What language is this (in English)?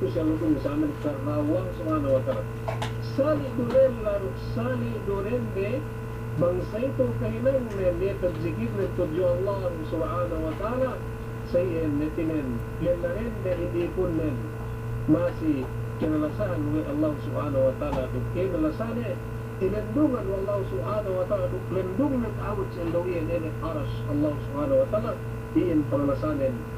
Yakan